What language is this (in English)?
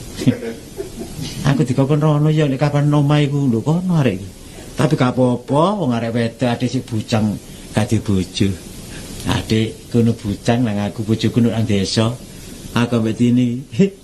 Javanese